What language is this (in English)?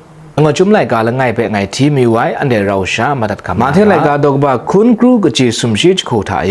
Kachin